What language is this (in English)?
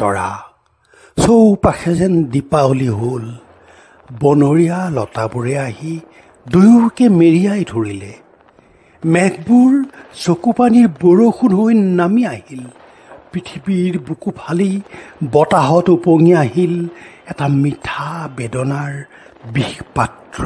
Assamese